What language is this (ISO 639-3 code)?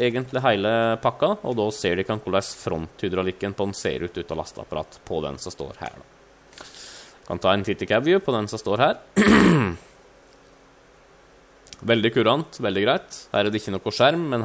nor